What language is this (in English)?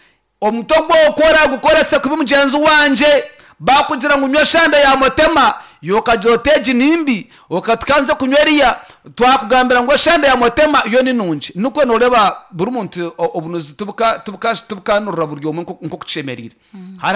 Nyankole